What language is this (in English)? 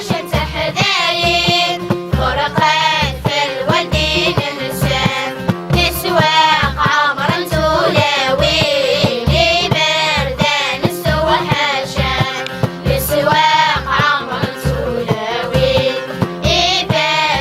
Kabyle